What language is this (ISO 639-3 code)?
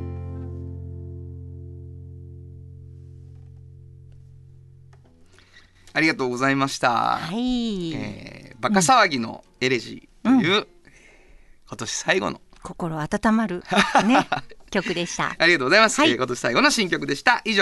jpn